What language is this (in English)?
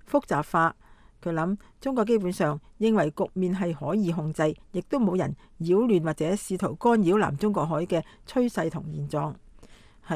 Cantonese